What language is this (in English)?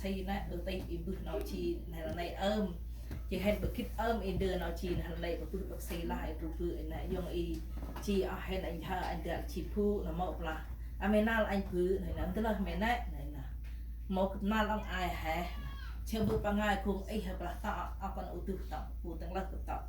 Central Mnong